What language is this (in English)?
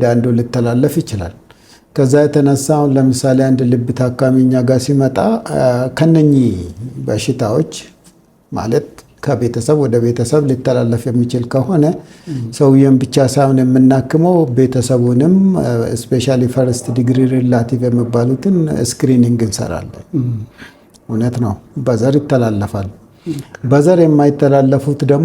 Amharic